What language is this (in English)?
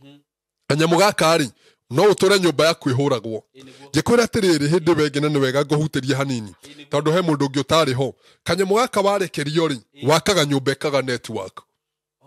Kikuyu